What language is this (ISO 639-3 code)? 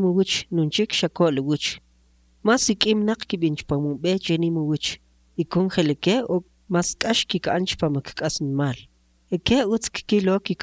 quc